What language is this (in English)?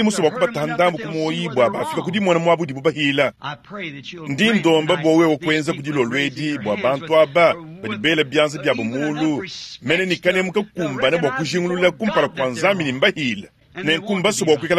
Luba-Lulua